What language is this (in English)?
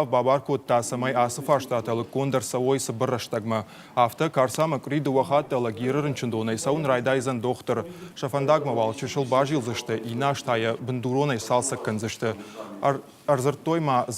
Ossetic